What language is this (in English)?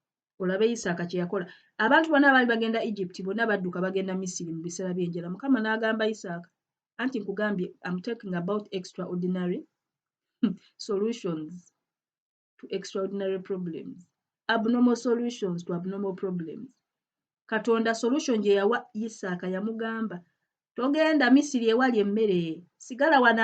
Ganda